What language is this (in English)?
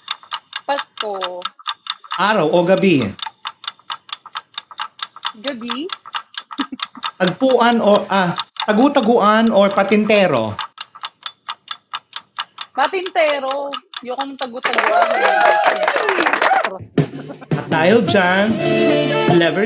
Filipino